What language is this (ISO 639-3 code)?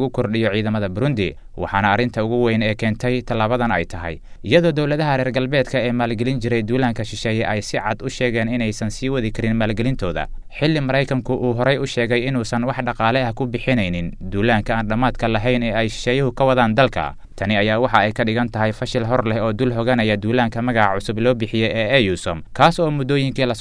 som